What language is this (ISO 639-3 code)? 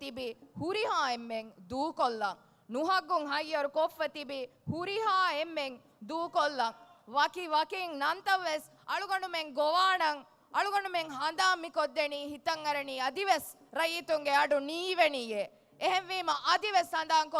div